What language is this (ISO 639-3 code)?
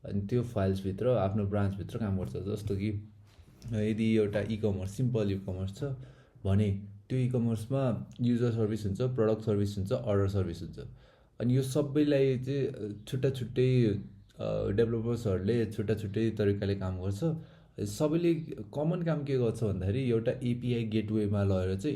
nep